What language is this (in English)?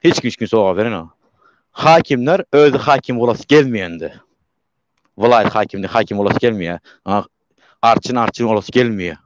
Turkmen